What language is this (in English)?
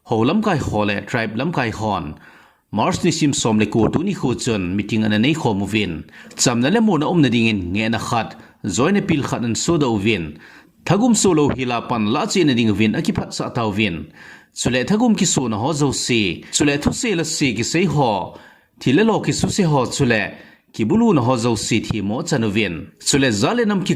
Thado Chin